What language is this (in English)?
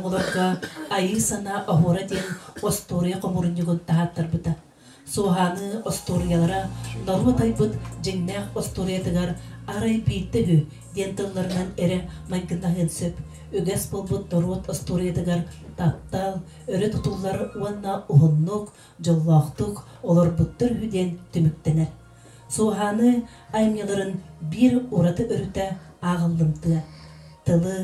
Yakut